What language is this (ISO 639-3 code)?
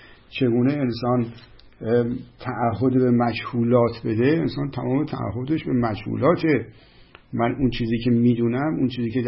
fas